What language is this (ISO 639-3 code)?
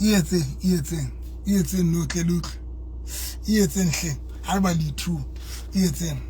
sot